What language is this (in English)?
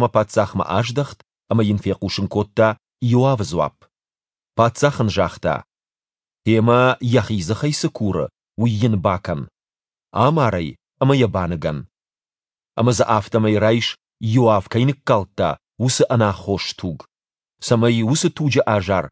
Ossetic